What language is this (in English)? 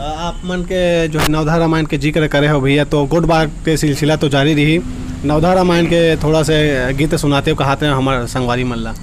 Chhattisgarhi